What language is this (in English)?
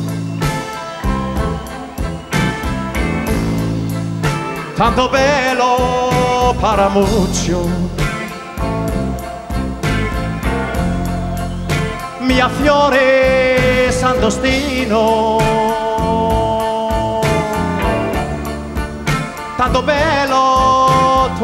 Danish